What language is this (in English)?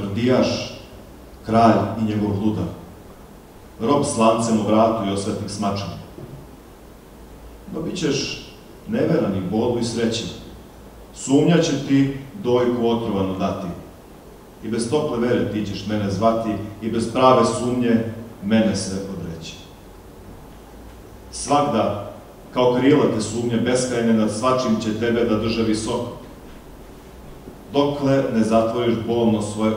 Serbian